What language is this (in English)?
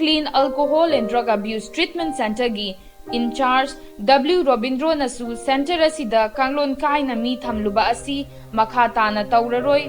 Manipuri